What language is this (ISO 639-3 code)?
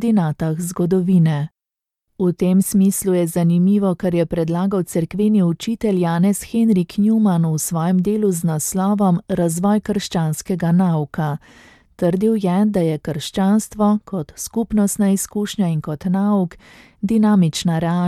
slv